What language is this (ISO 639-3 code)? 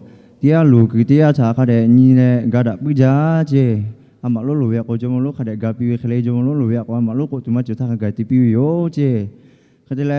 lhu